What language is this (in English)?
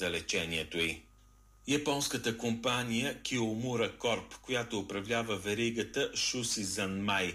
Bulgarian